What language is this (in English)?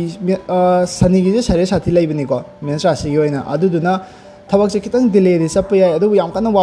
Manipuri